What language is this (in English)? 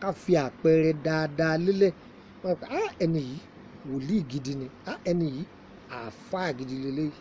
Yoruba